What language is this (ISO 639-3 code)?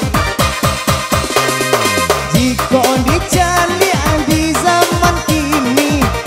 min